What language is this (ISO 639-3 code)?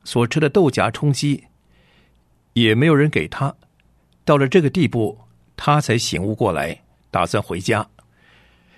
zho